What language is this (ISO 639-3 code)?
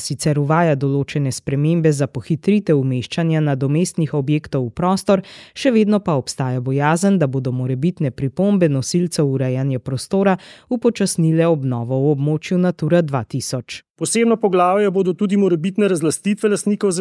slv